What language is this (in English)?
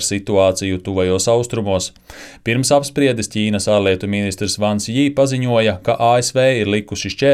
Latvian